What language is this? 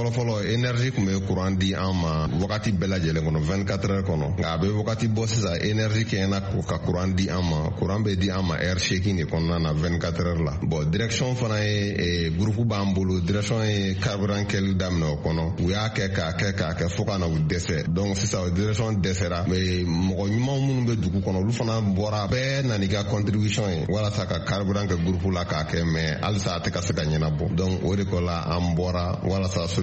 Bambara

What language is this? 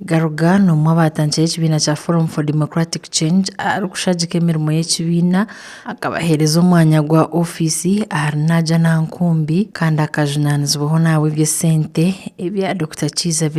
Nyankole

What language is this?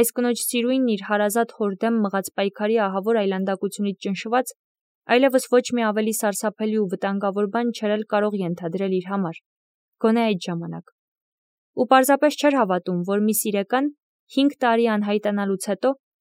Armenian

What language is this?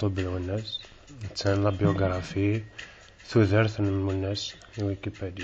Kabyle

